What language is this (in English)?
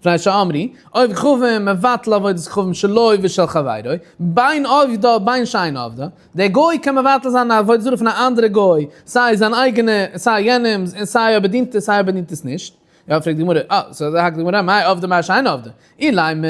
Yiddish